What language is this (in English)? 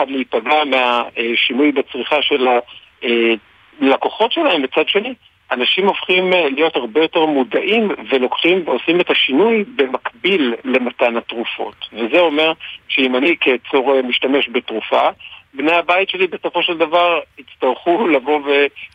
Hebrew